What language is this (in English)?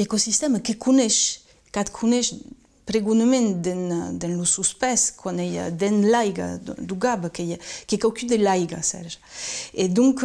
Occitan